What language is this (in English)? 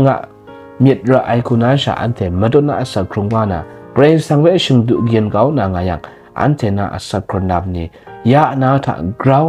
Kachin